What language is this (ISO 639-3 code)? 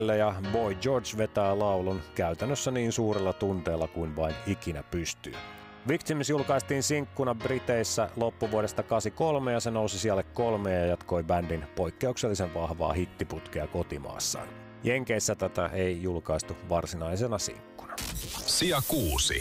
fin